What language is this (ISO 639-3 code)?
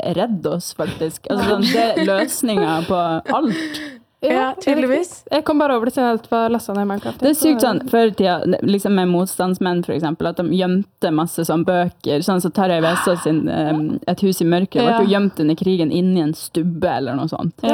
nor